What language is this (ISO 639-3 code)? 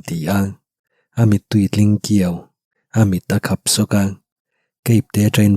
lus